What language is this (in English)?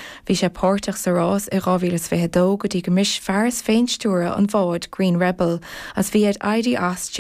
Irish